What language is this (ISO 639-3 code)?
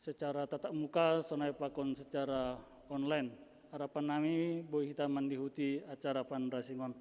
bts